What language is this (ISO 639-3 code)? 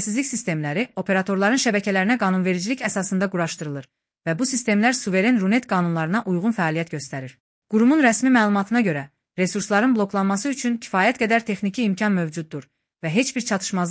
aze